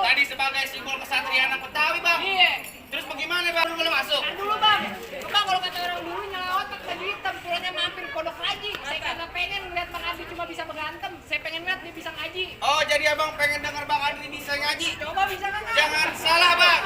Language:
Betawi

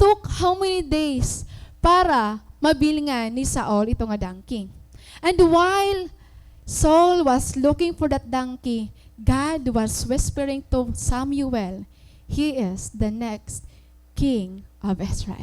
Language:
Waray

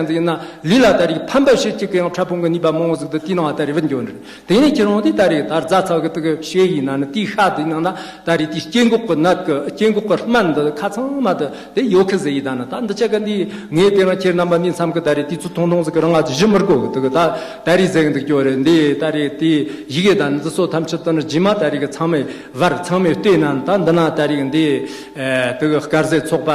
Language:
Tibetan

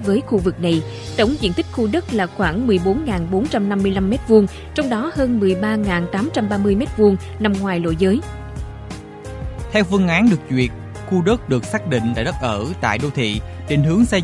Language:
Vietnamese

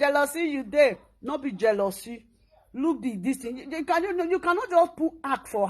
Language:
Nigerian Pidgin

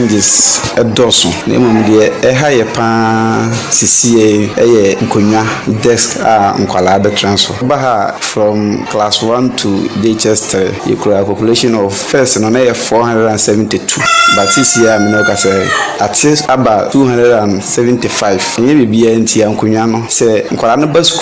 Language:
Akan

